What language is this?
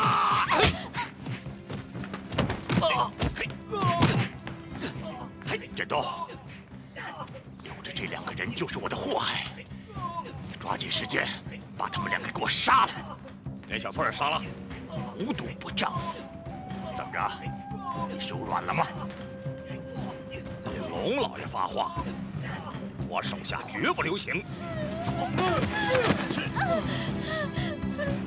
Chinese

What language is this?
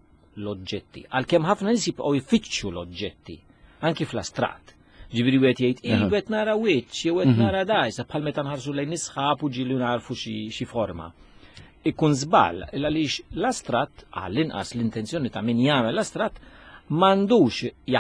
Maltese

